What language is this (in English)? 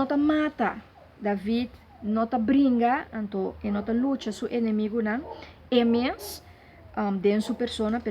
Papiamento